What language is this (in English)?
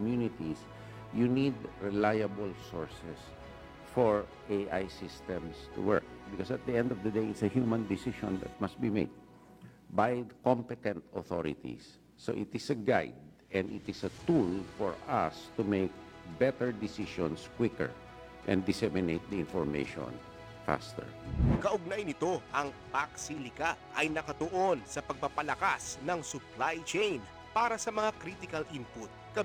Filipino